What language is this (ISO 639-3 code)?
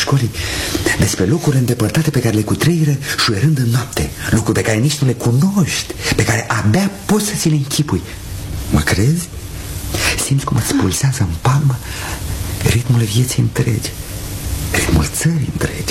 ron